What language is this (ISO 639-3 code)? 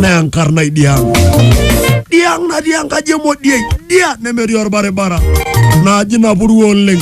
mas